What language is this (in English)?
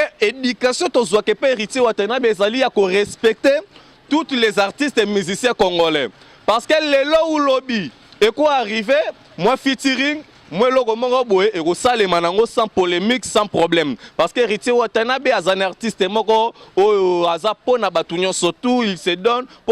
Lingala